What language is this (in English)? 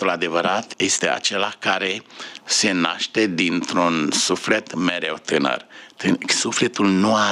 Romanian